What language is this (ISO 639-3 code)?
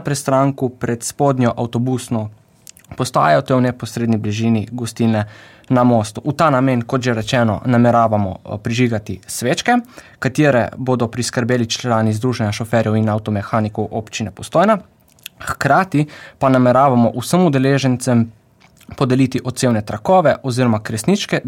slv